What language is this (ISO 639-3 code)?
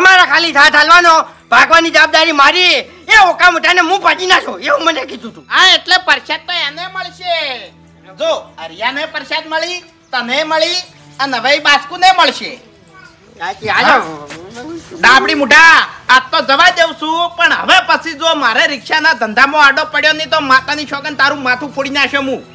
guj